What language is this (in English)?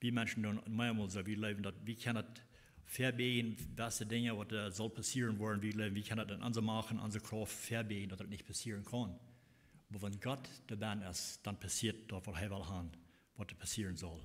Plautdietsch